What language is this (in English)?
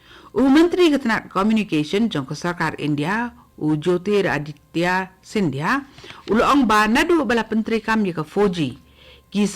Khasi